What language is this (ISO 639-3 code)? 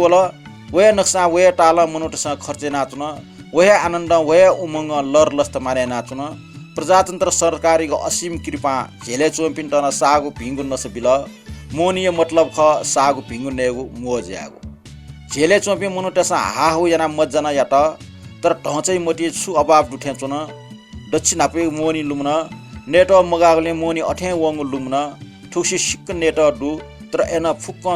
new